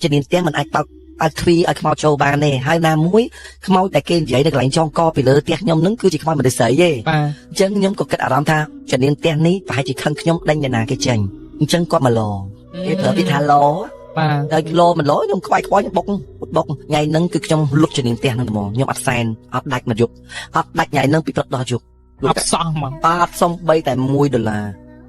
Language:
Khmer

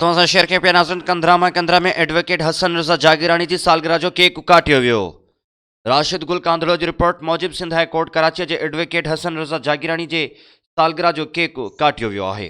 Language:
Sindhi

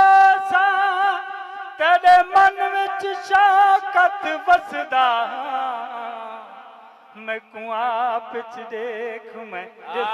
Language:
Saraiki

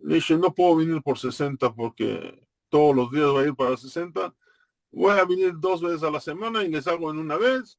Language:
Ladino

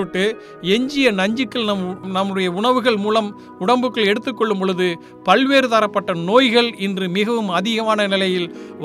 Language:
Tamil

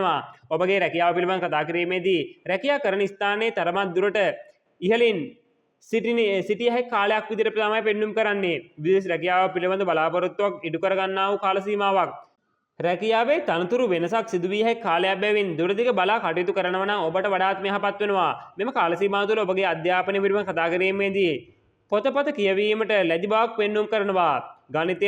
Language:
Sinhala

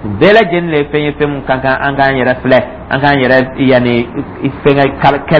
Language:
Dyula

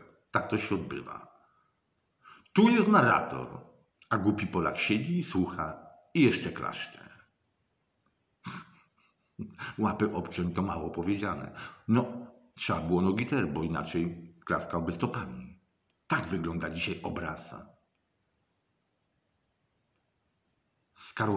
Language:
Polish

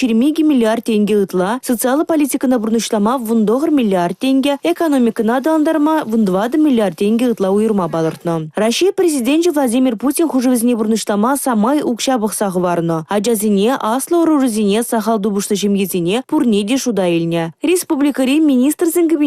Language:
Chuvash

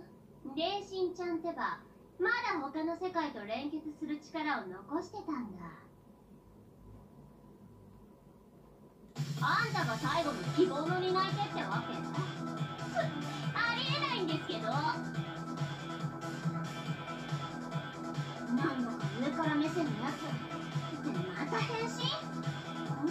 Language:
Japanese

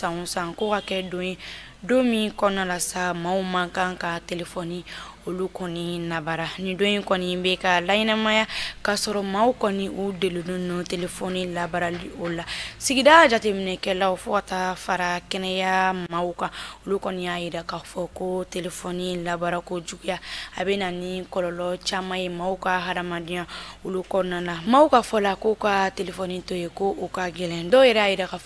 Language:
Bambara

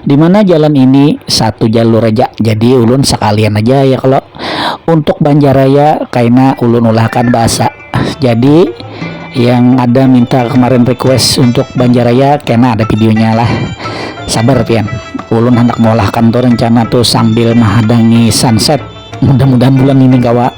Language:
Banjar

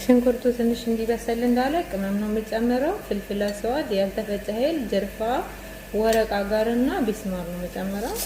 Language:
Amharic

